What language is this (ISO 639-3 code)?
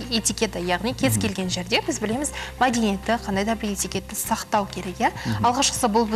kaz